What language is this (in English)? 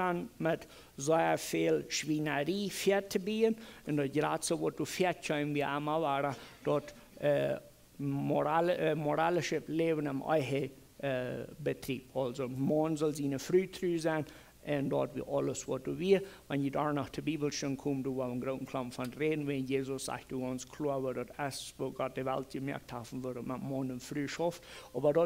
Plautdietsch